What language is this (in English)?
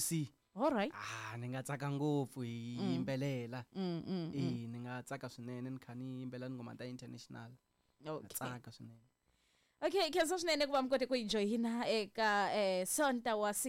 Tsonga